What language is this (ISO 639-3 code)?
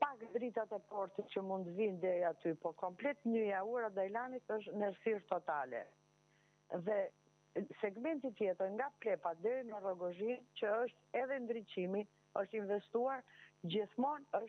sqi